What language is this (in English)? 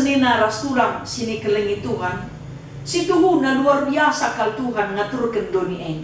Batak Karo